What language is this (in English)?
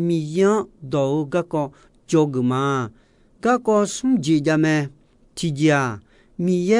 Akha